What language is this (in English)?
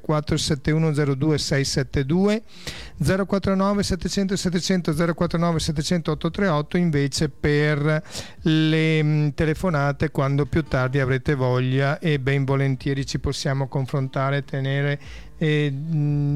Italian